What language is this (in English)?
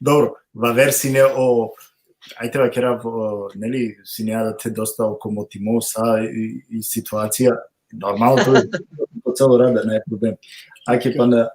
Balkan Romani